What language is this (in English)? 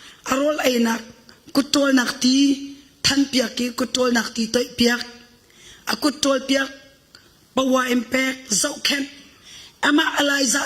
Hakha Chin